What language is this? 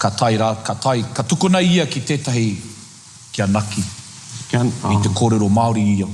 Māori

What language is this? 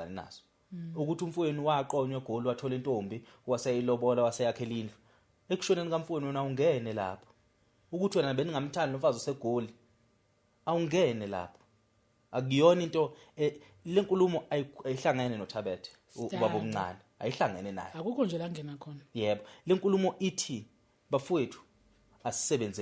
Zulu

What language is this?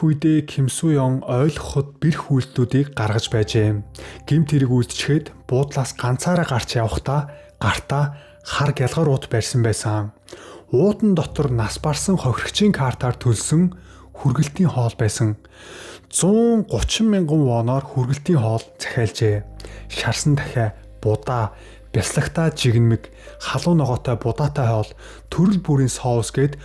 Mongolian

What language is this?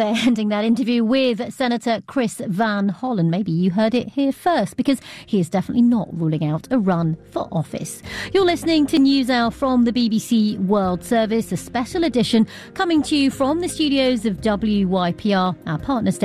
English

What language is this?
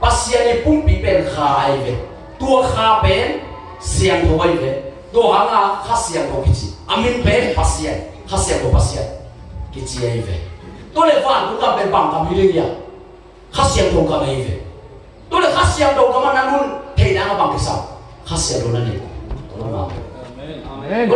Tedim Chin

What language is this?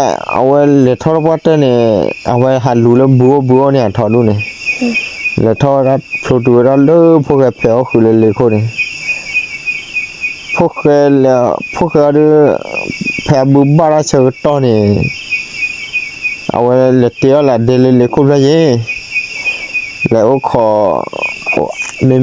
S'gaw Karen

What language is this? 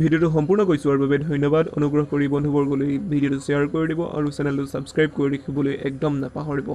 Assamese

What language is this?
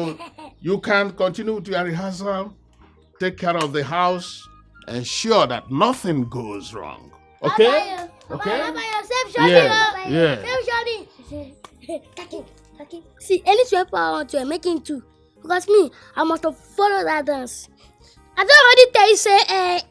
Nigerian Pidgin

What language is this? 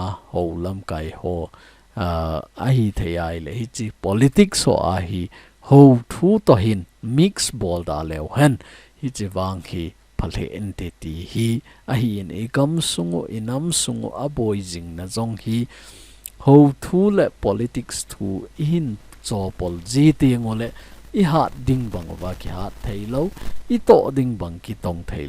Thado Chin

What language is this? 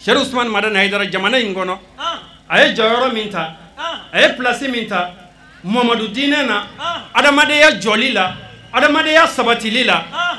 Bambara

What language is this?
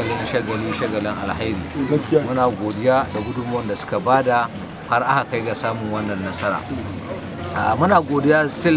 Hausa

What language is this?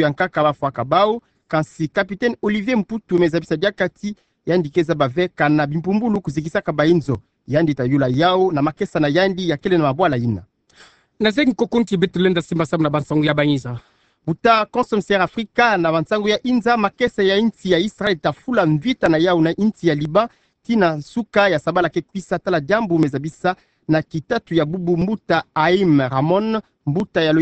Kituba (Democratic Republic of Congo)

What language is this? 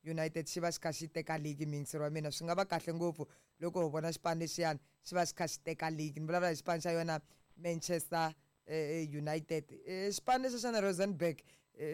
Tsonga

